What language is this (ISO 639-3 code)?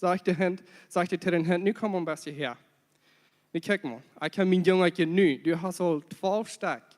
pdt